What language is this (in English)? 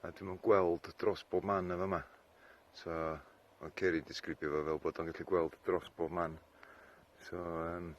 Welsh